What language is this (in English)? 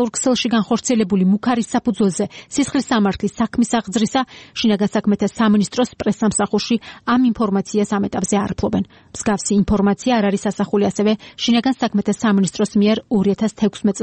Georgian